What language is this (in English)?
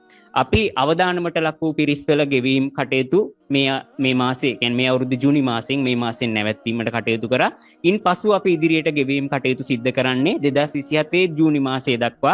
Sinhala